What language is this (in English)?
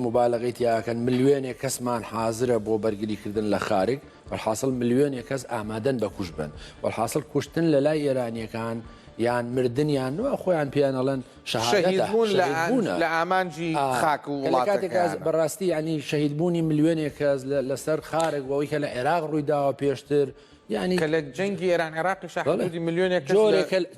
Central Kurdish